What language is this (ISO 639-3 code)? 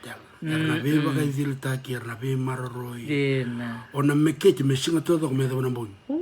fij